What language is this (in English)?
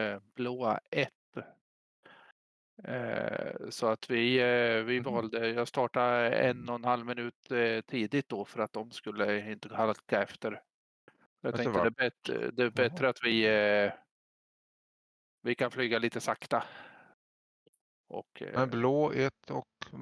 Swedish